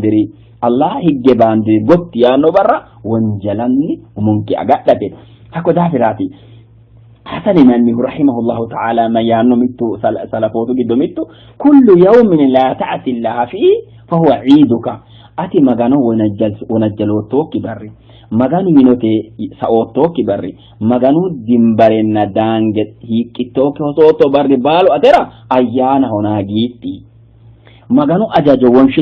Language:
Sidamo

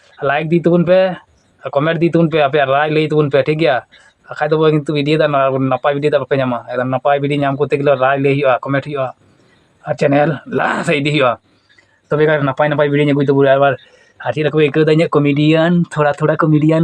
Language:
Santali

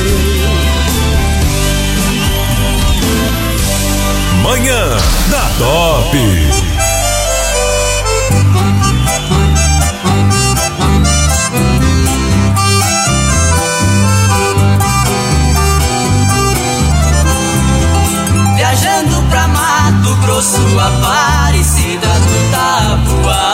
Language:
Portuguese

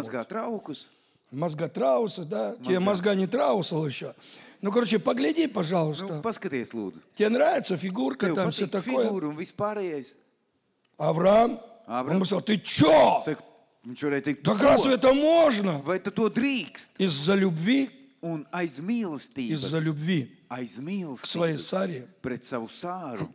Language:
Russian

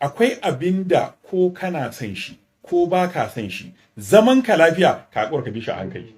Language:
Hausa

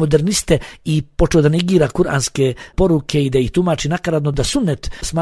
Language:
Bosnian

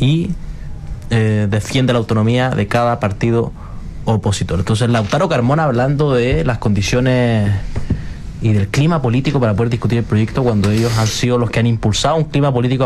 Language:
Spanish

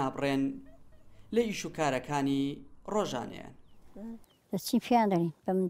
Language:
Central Kurdish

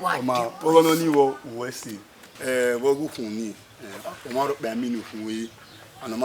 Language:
Bini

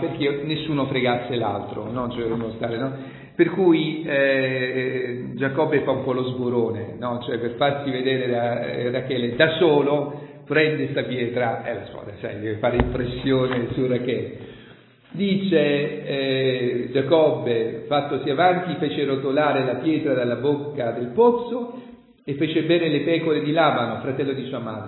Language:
Italian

